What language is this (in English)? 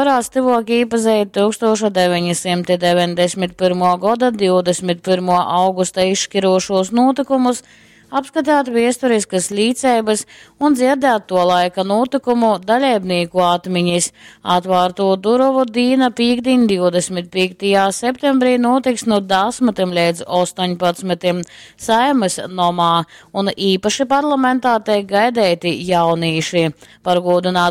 Latgalian